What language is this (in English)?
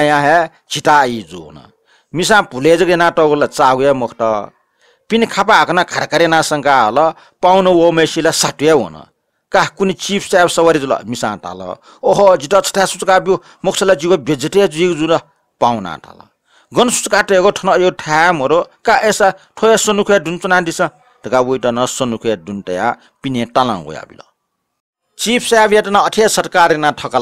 Newari